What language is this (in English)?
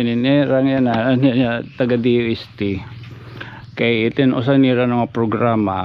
Waray